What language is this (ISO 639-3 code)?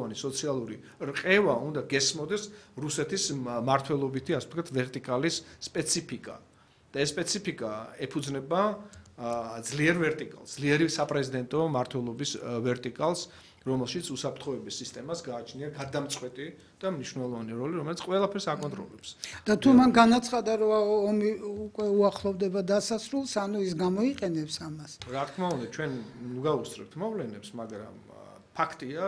kat